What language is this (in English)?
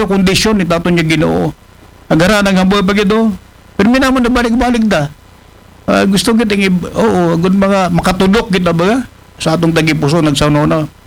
Aklanon